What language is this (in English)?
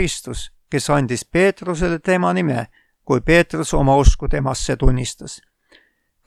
Estonian